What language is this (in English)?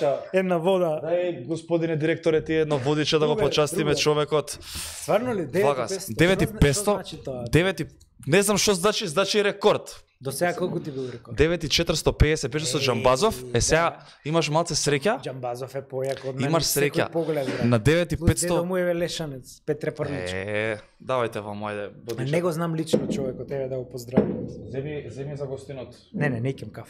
Macedonian